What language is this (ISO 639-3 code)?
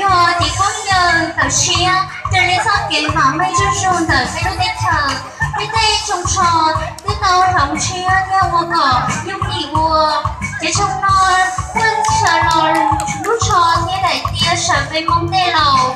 hmn